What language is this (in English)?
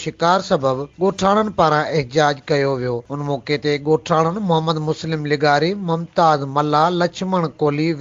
Sindhi